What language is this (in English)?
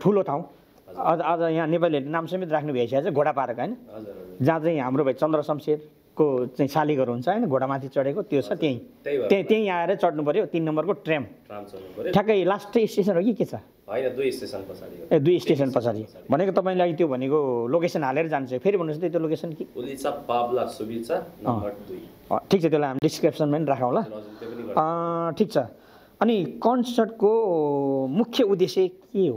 Nepali